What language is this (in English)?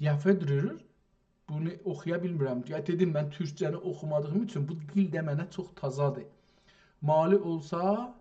South Azerbaijani